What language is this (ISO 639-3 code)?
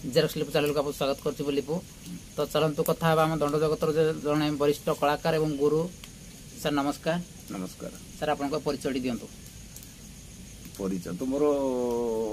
ori